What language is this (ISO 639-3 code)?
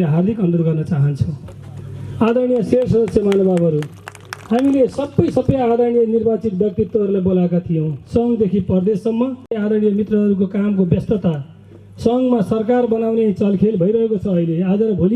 nep